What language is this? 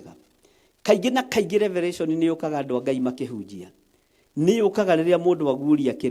Kikuyu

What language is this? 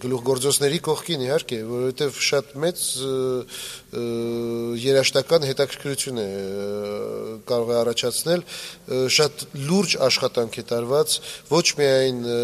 Armenian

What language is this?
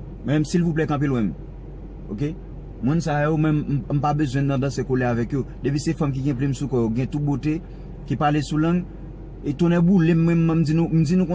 Haitian Creole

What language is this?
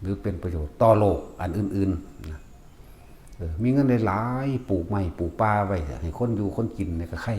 Lao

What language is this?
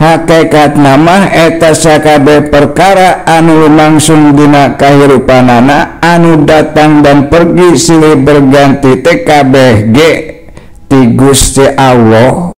Sundanese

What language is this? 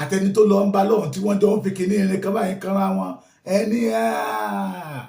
Yoruba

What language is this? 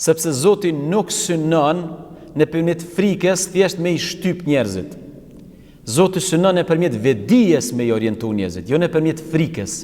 Albanian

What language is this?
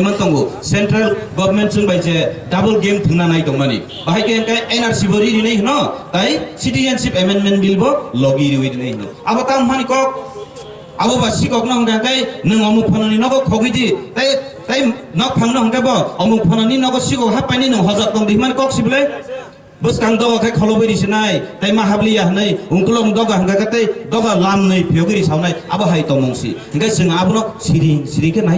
Kok Borok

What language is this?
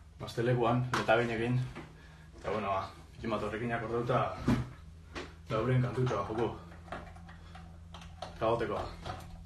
Basque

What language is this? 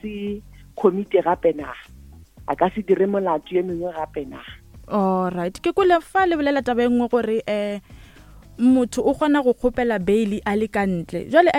Northern Sotho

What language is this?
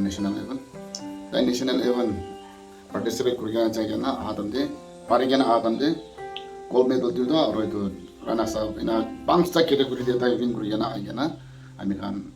Naga Pidgin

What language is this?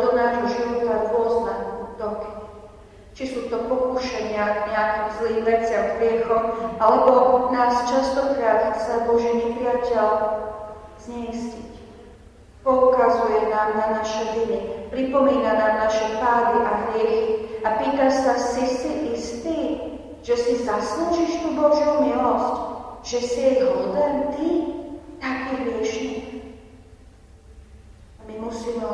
Slovak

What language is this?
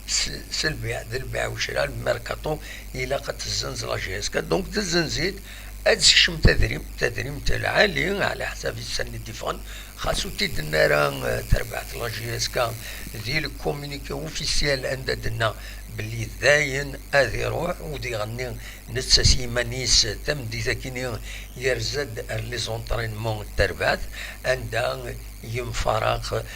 Kabyle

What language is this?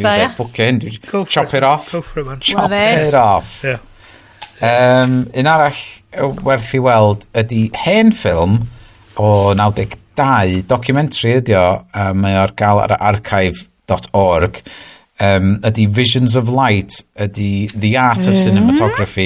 Welsh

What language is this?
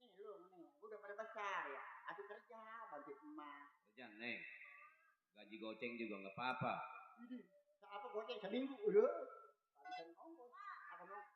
Betawi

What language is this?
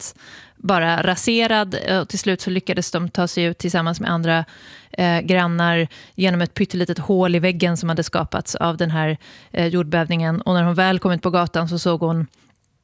Swedish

